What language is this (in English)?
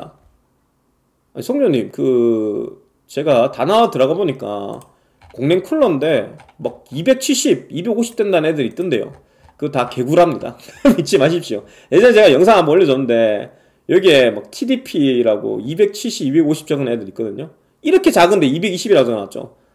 Korean